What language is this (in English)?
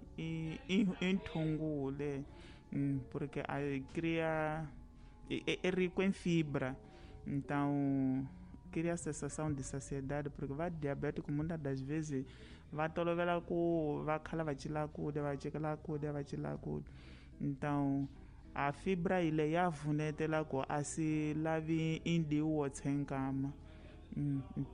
Tsonga